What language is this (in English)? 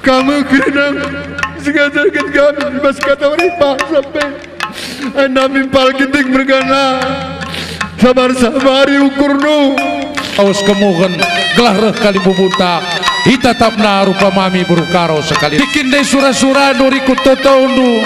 Batak Karo